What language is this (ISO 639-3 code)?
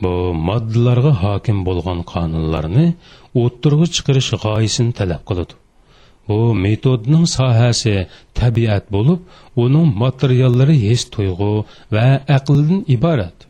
uig